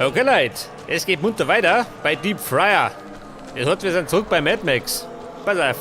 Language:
Bavarian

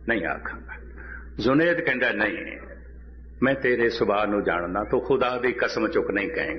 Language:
Punjabi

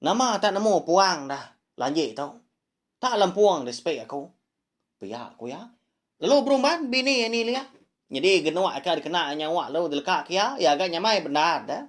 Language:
Iban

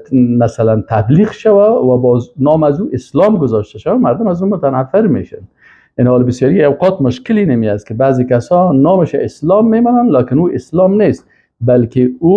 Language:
Persian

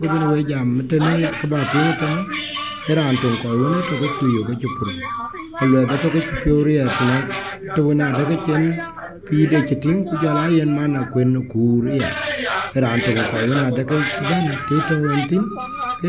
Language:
Dinka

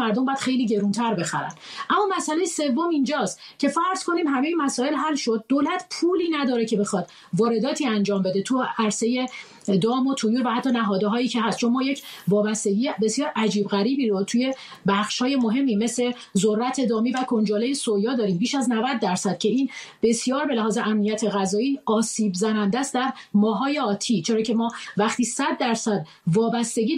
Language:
Persian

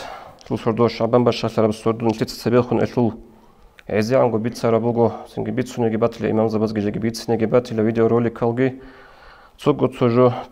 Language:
Avaric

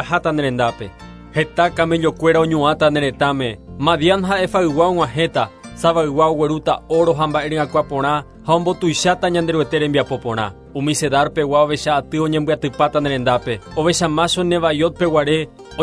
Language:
Guarani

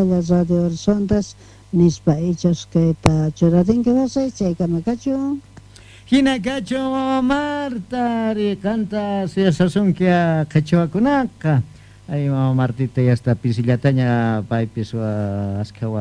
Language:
Quechua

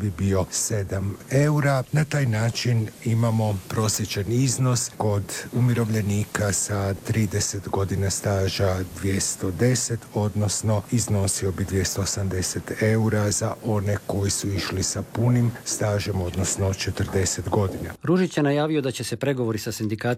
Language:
Croatian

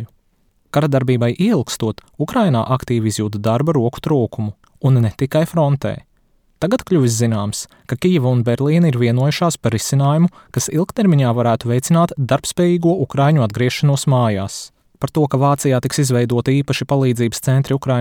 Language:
Latvian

